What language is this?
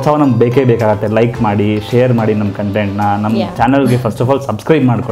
Kannada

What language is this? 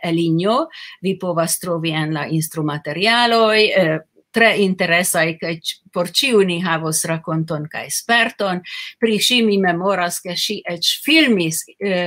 Esperanto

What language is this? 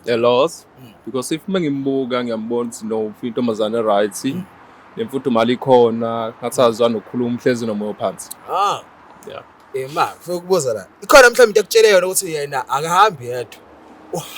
Zulu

